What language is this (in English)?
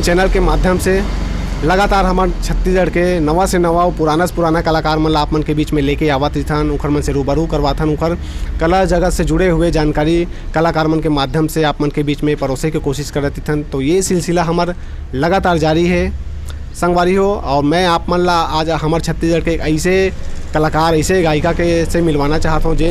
Chhattisgarhi